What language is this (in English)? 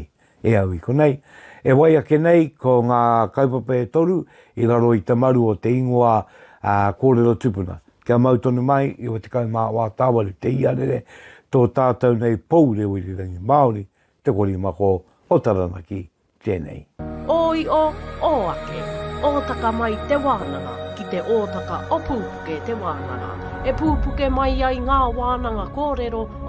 Māori